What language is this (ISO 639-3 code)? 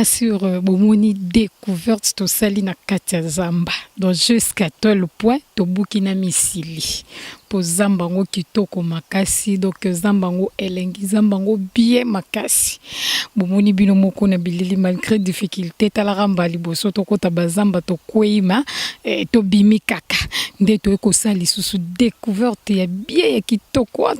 lin